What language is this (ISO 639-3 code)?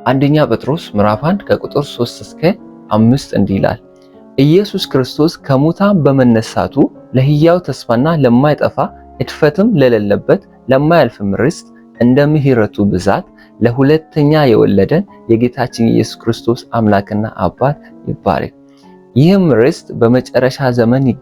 amh